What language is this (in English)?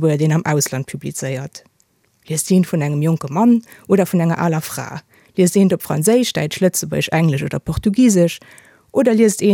Luxembourgish